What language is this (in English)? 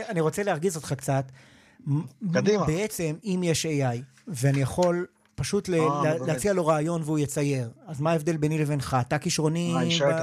Hebrew